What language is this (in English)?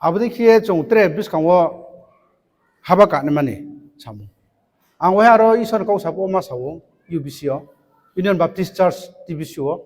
Riang (India)